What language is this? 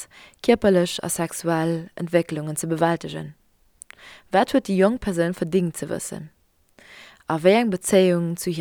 Luxembourgish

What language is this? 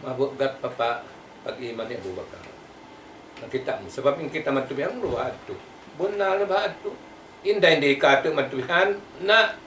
Tausug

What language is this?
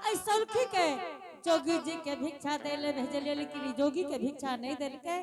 Angika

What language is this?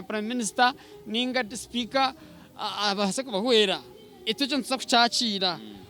Nyankole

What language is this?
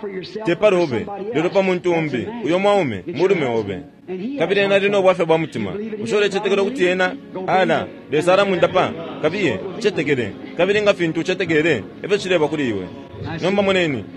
Bemba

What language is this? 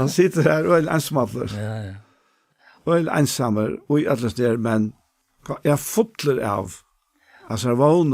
Faroese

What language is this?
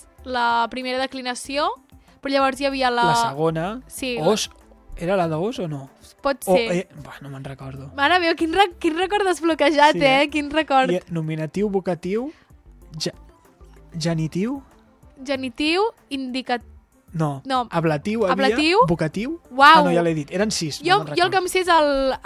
Catalan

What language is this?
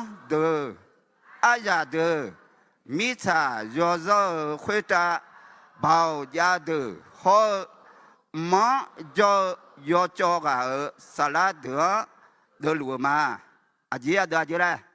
Akha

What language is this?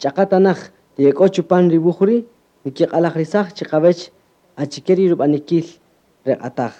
Kaqchikel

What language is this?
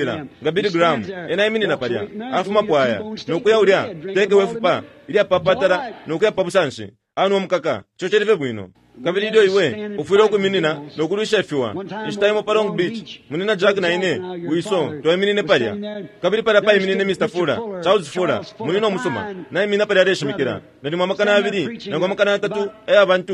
Bemba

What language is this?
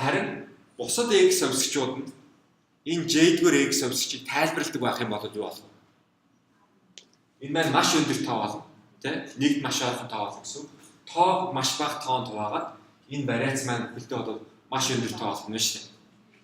Mongolian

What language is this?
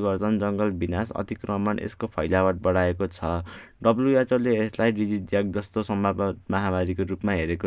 Nepali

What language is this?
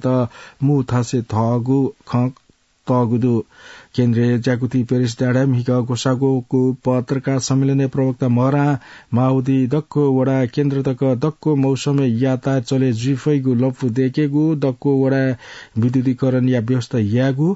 Newari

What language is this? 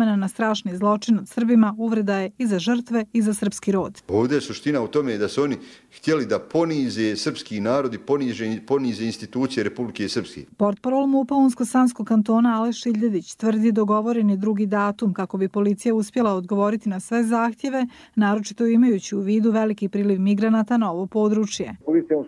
Serbian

